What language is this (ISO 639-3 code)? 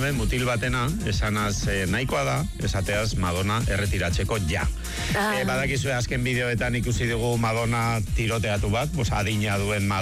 eus